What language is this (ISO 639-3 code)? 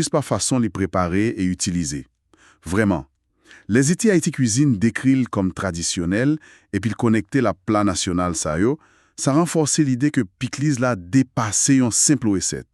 hat